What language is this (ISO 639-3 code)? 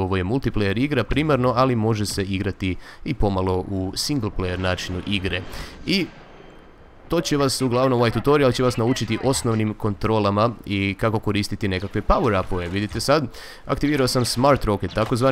hrv